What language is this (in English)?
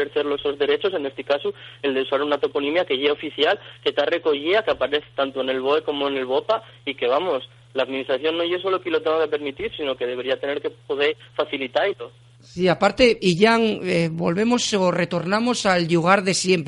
Asturian